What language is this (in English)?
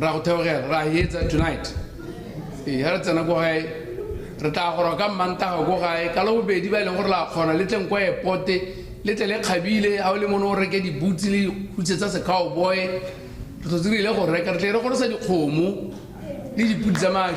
Tswana